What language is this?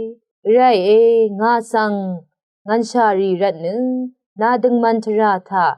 Rawang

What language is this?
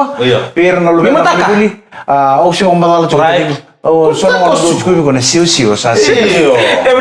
Fijian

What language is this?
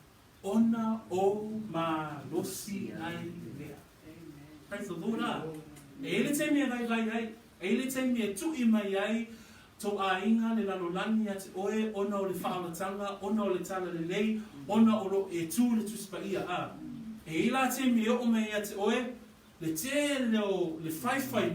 Samoan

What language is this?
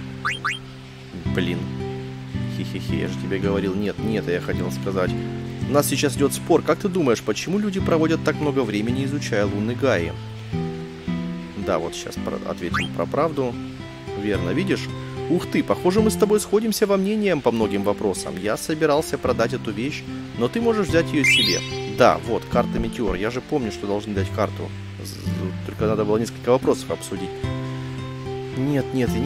Russian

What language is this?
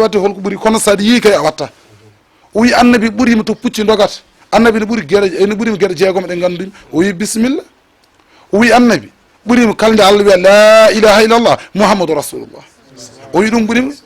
Fula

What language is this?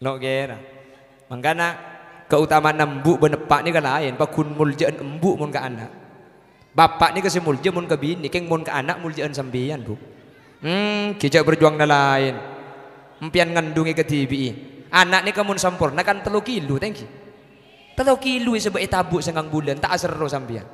Madurese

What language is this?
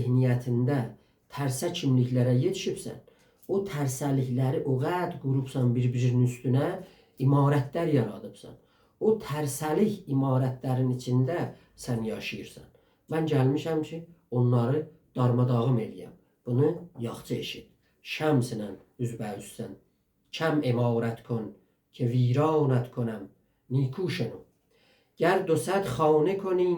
South Azerbaijani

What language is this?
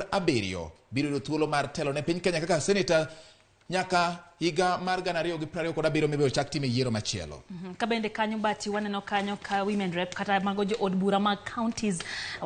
Luo (Kenya and Tanzania)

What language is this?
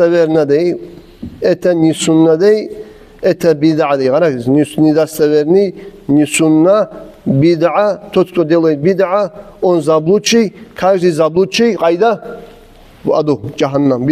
Kumyk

